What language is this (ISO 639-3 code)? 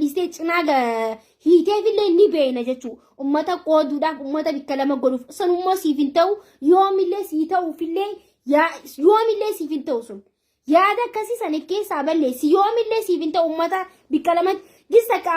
orm